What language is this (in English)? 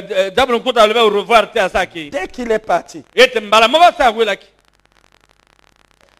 French